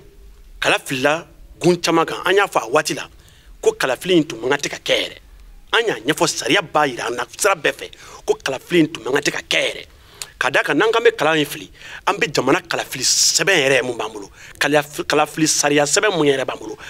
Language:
Bambara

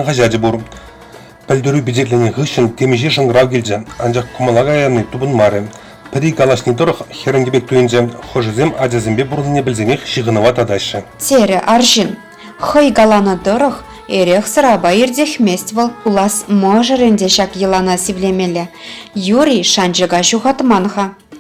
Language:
Chuvash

